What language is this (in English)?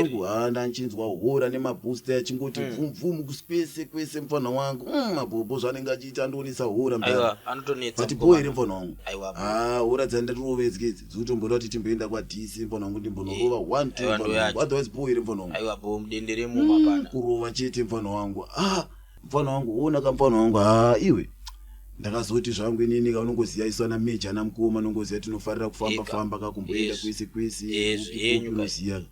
Shona